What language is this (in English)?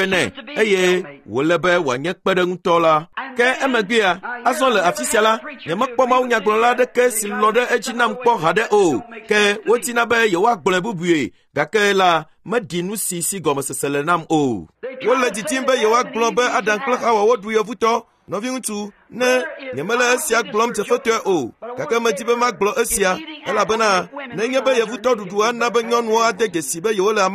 Ewe